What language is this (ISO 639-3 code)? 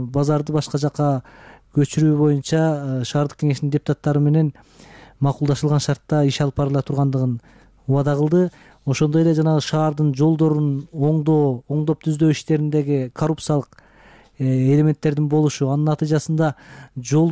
kir